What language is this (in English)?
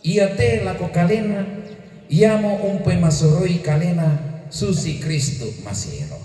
Toraja-Sa'dan